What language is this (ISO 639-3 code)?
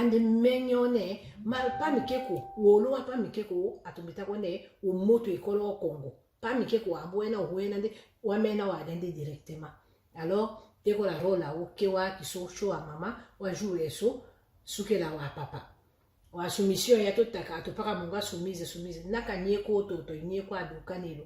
tll